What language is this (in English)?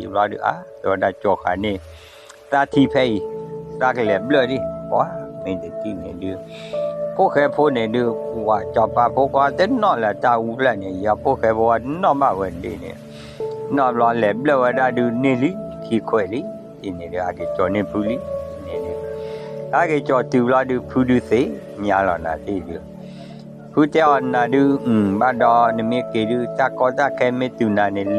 S'gaw Karen